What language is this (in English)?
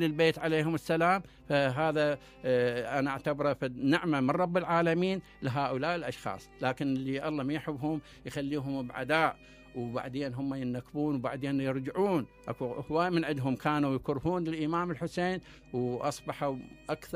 Mesopotamian Arabic